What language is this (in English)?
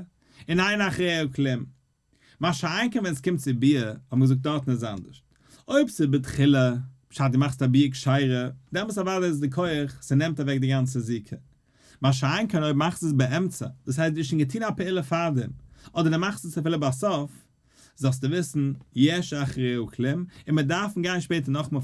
Yiddish